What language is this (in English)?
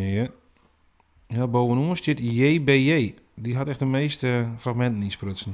Western Frisian